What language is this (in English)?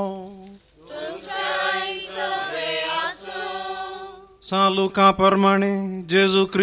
Konkani